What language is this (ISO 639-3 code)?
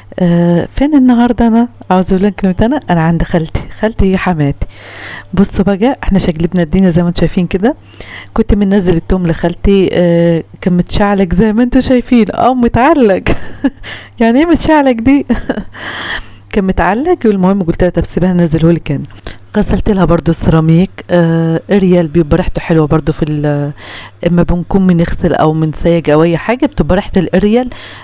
arz